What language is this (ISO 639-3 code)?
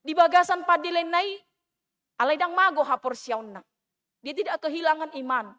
bbc